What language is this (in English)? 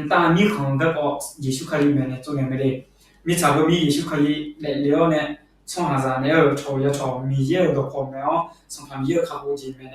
Akha